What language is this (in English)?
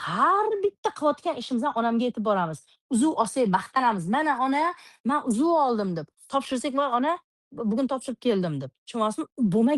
Uzbek